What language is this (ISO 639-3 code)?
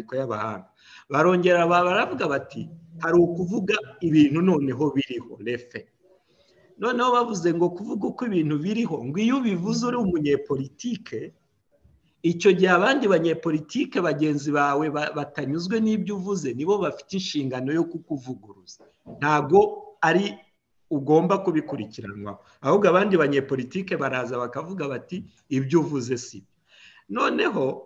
kin